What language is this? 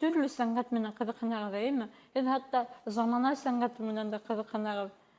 Bashkir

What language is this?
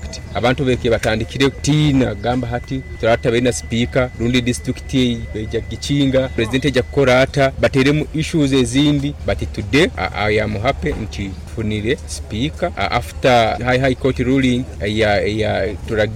Nyoro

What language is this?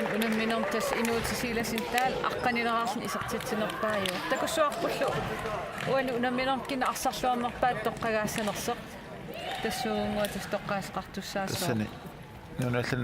Kalaallisut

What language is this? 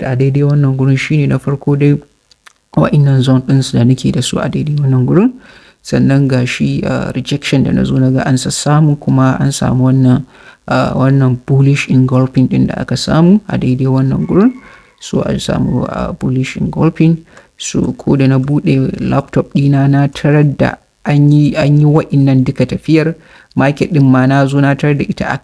Hausa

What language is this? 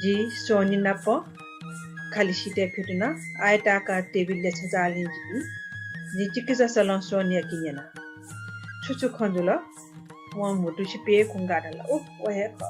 Newari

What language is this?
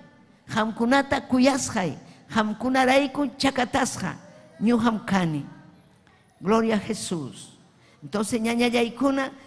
Ayacucho Quechua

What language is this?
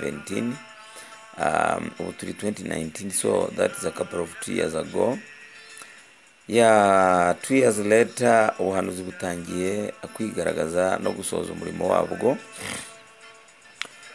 Kinyarwanda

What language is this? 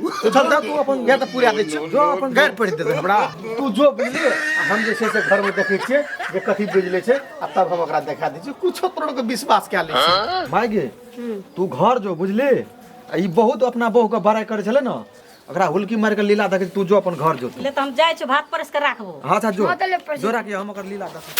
Maithili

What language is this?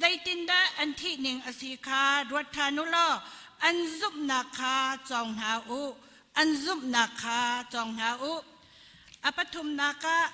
Hakha Chin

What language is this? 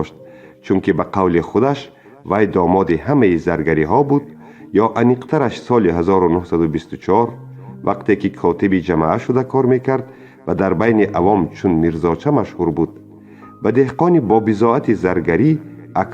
Tajik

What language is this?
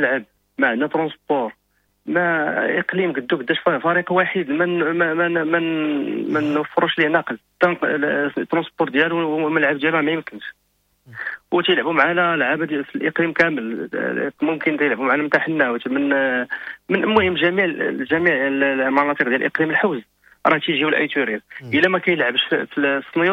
Moroccan Arabic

